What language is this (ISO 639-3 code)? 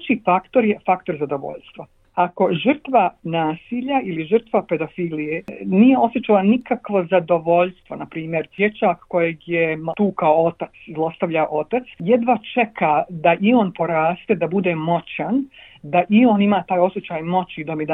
bos